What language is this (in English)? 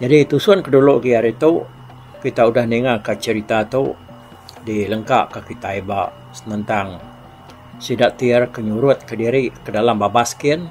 Iban